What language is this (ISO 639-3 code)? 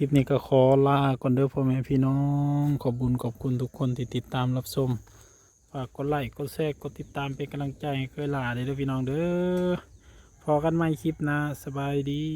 tts